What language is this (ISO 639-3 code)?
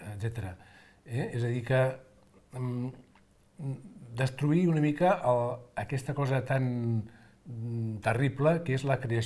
cat